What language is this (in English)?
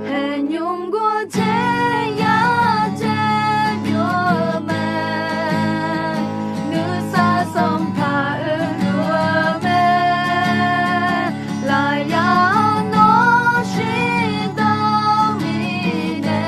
Akha